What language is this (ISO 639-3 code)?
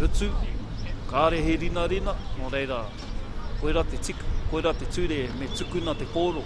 mri